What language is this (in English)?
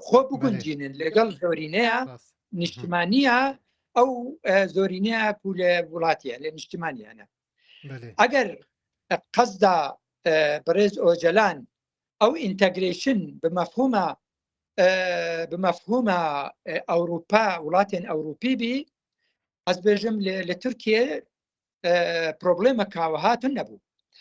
Kurdish